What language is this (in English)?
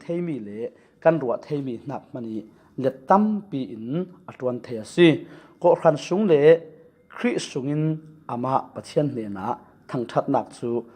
Falam Chin